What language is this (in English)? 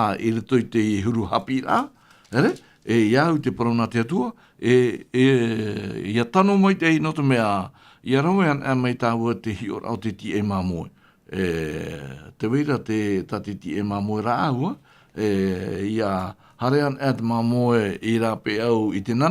Tahitian